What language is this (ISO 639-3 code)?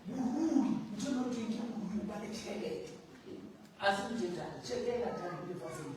sot